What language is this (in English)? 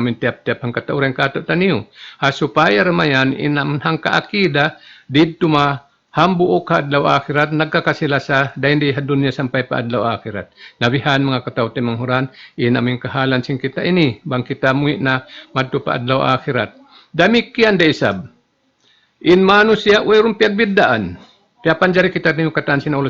Tausug